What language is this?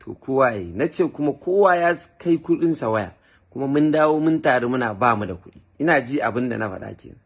Hausa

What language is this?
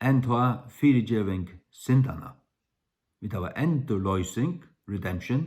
Faroese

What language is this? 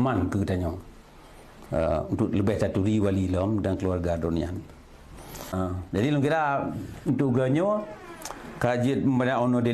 Achinese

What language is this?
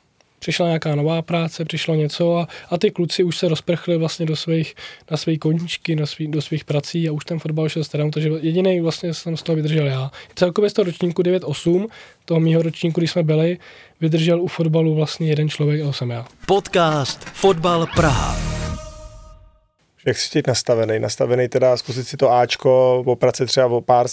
Czech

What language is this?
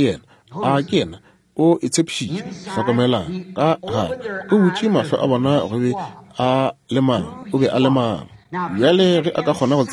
Northern Sotho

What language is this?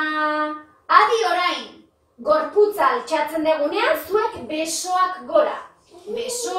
Basque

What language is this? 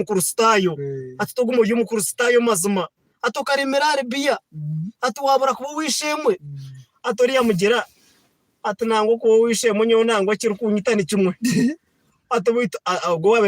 Nyankole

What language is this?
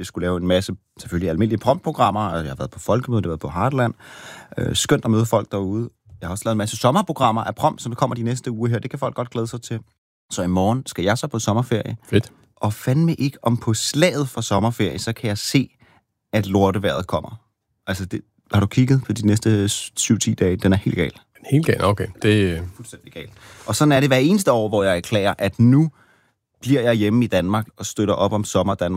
Danish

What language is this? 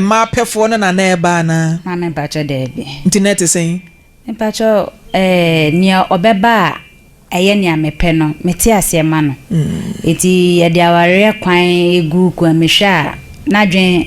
Akan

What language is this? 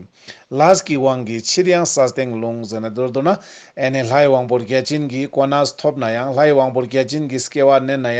Ladakhi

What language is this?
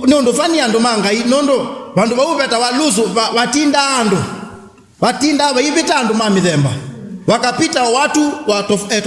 Kamba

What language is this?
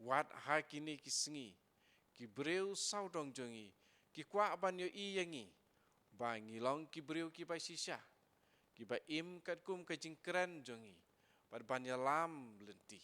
Khasi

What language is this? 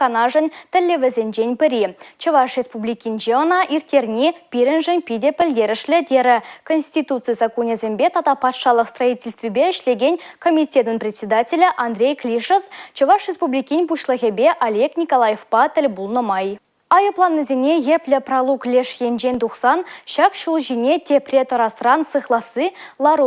Chuvash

